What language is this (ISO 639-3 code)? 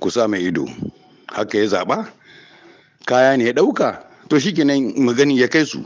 hau